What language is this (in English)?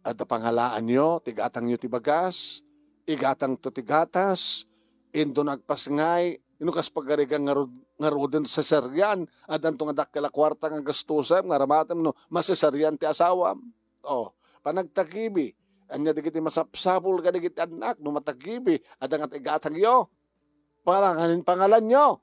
Iloko